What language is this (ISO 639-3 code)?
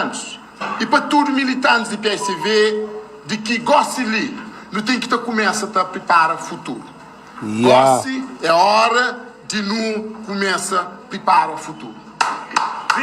kea